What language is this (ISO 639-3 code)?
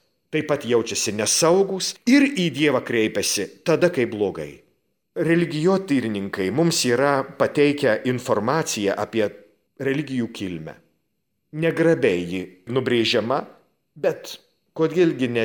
lit